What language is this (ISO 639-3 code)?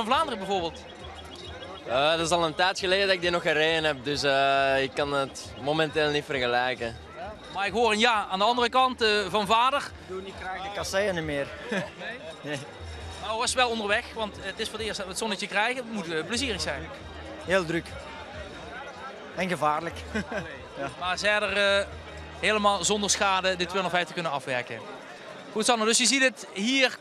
nld